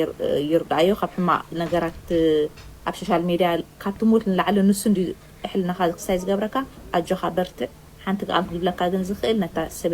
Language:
Tigrinya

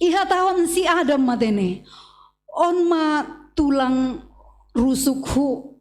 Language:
Batak Simalungun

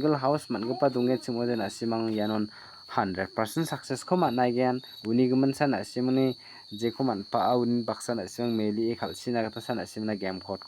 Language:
Garo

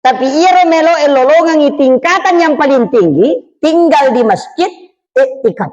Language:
Buginese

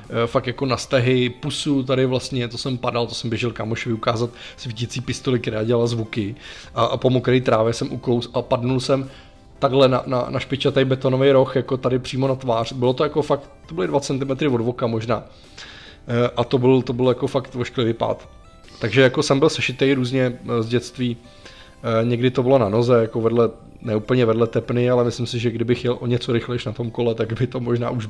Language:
Czech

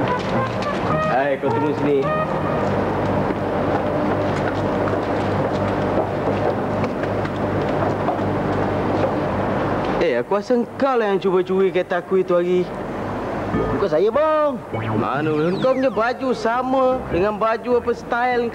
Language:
Malay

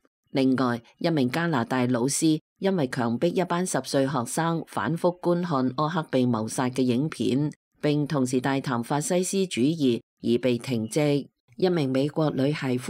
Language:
Cantonese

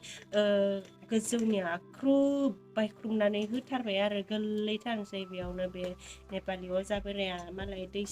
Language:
Bodo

